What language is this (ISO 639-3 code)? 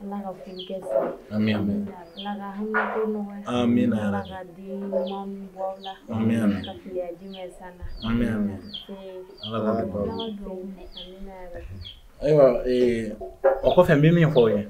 bam